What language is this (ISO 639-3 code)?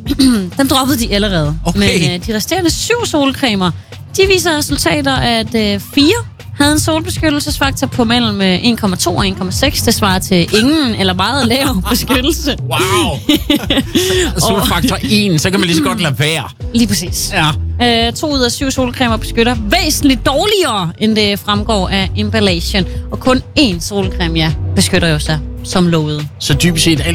dan